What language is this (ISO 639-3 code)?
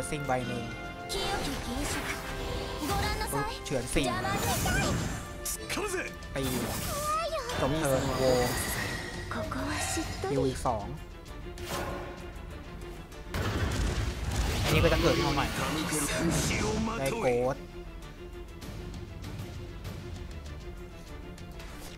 tha